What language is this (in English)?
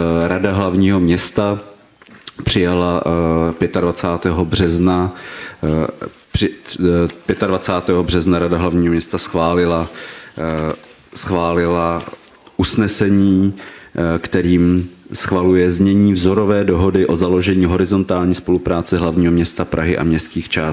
Czech